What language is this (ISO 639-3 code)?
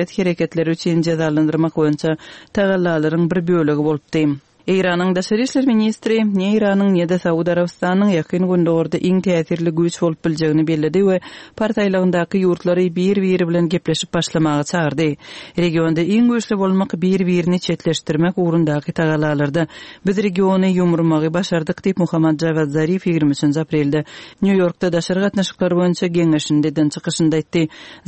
tuk